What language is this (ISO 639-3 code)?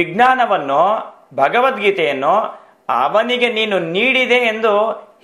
kan